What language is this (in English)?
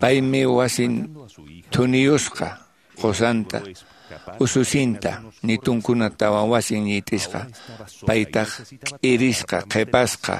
Quechua